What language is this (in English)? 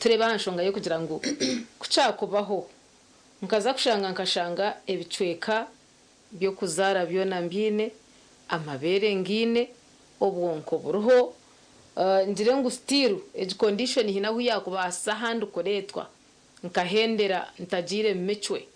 Nyankole